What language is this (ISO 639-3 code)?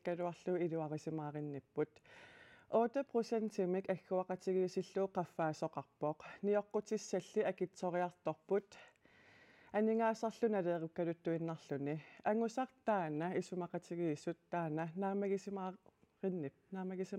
kal